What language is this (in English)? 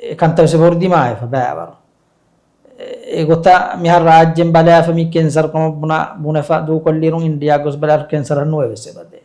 Divehi